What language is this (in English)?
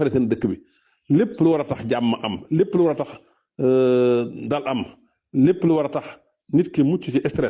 Wolof